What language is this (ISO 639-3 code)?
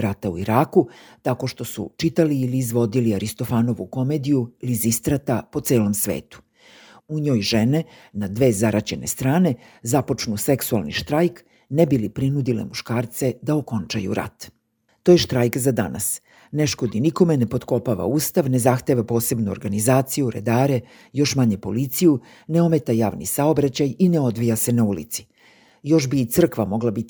srp